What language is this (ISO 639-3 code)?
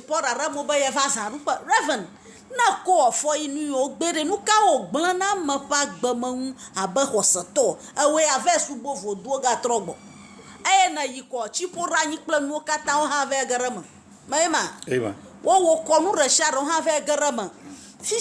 ewe